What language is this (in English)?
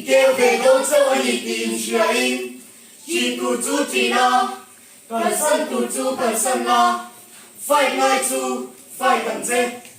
Mizo